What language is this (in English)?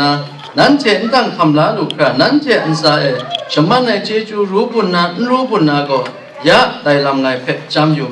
Kachin